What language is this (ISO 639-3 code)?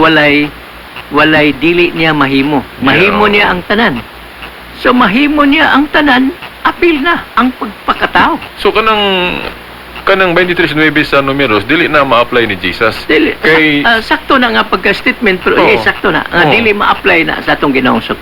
ceb